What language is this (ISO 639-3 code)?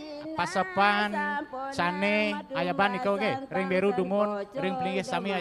ban